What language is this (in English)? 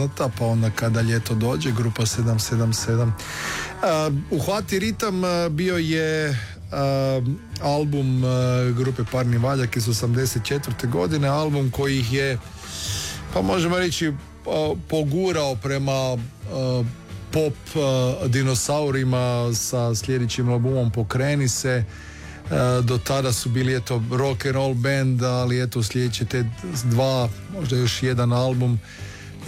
Croatian